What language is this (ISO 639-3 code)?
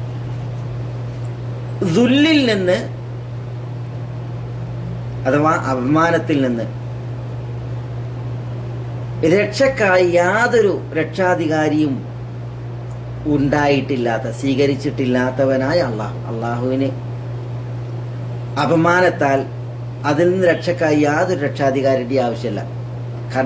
mal